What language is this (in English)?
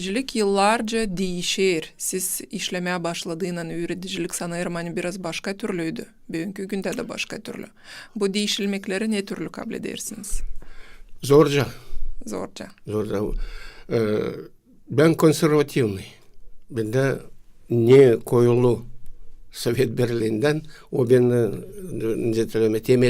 Gagauz